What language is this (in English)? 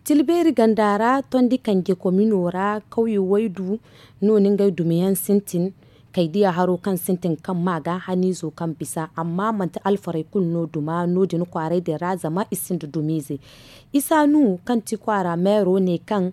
Zarma